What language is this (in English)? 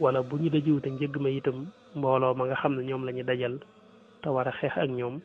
Wolof